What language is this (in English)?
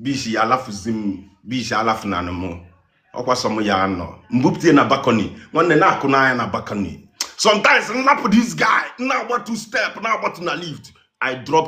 Igbo